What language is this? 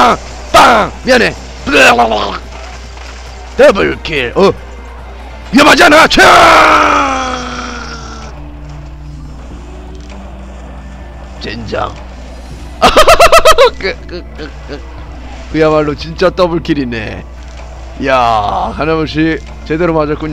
Korean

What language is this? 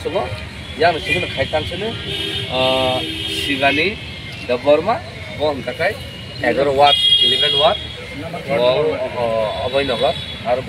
Kok Borok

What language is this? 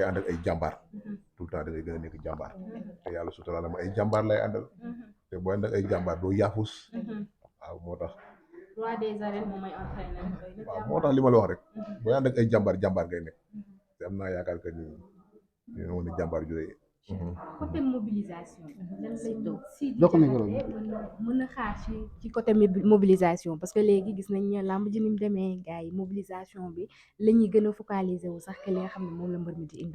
Wolof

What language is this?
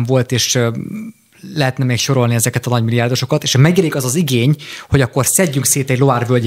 Hungarian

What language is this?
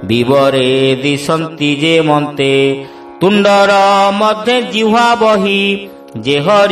Odia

